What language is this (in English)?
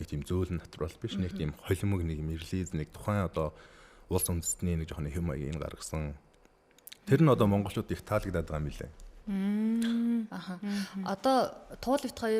Mongolian